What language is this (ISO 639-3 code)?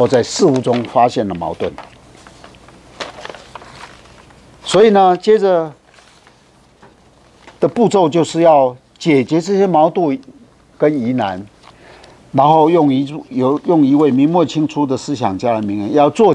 zho